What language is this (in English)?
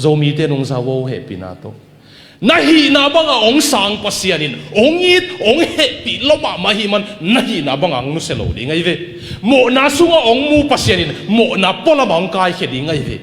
Tedim Chin